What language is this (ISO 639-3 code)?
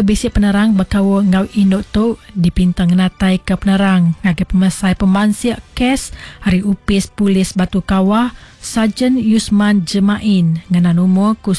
iba